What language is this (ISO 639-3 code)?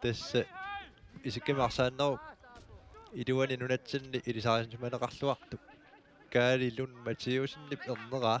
kal